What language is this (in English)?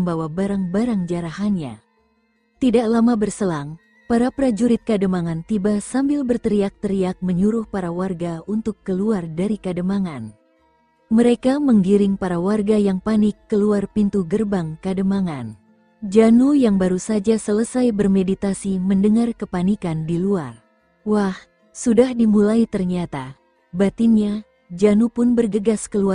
Indonesian